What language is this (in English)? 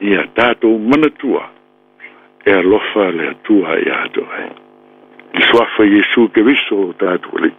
Samoan